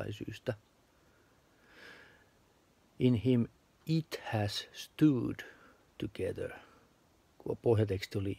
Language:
Finnish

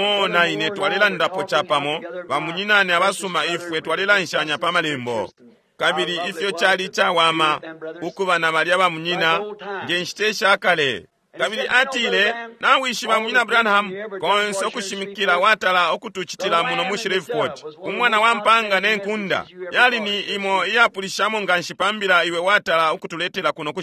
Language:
Bemba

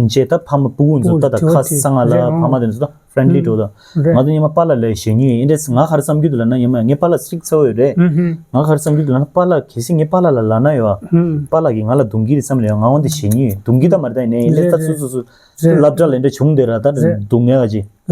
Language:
Tibetan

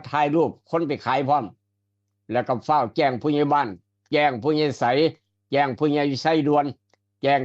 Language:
Northeastern Thai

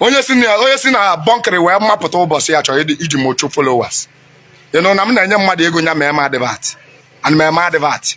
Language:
Igbo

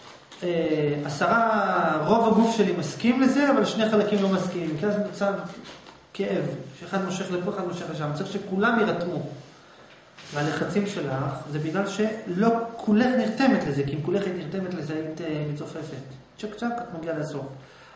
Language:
Hebrew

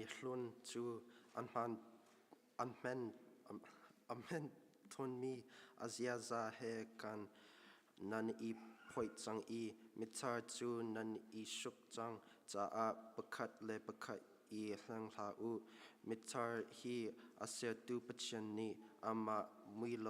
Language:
Hakha Chin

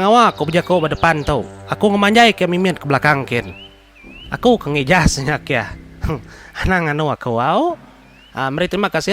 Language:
Iban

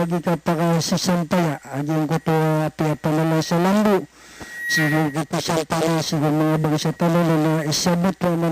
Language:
Maranao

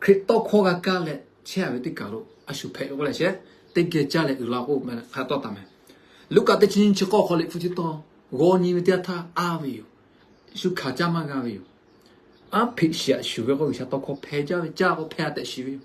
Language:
Lahu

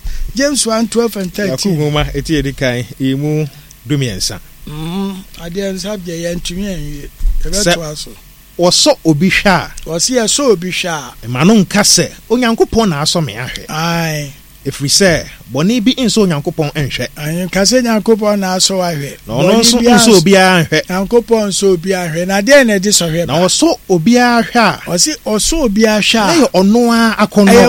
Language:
Akan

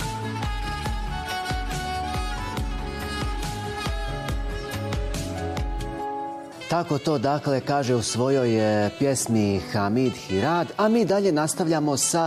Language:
Bosnian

